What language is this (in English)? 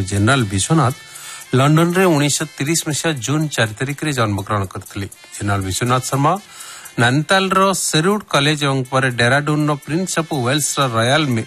Odia